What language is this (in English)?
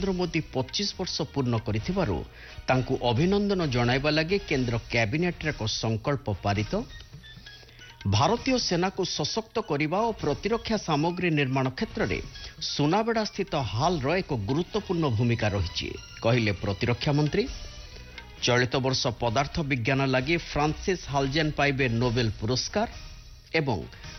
Odia